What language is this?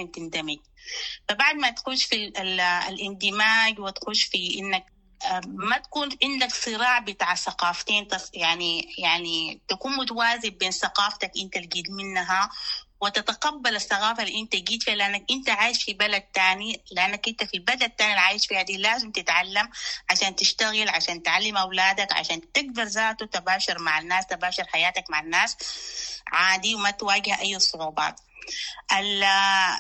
Sudanese Arabic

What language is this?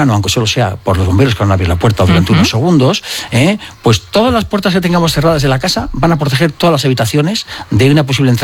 Spanish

